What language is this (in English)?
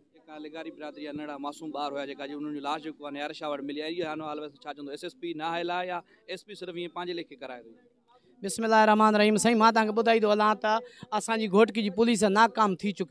Sindhi